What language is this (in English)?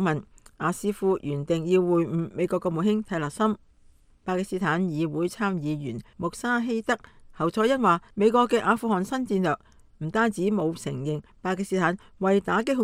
Cantonese